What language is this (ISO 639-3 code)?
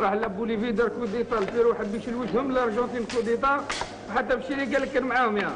arq